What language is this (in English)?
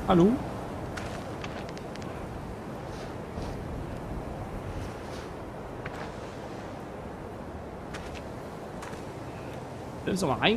German